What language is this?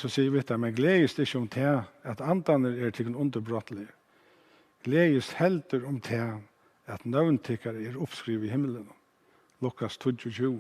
Faroese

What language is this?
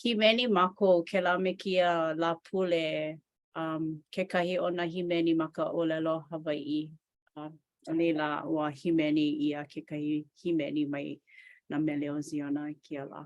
Hawaiian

